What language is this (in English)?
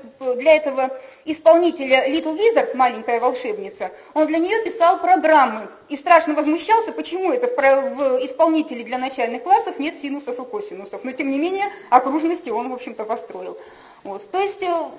Russian